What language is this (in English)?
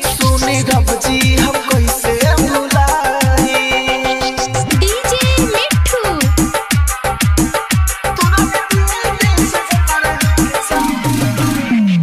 Bhojpuri